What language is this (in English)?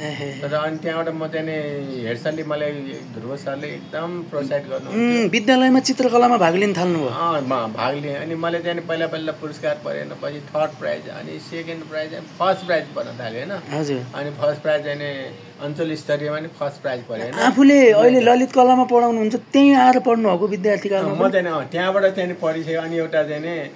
Nepali